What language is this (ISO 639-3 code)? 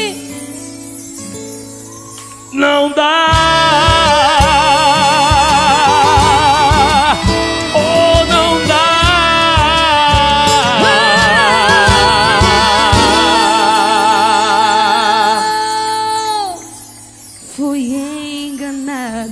por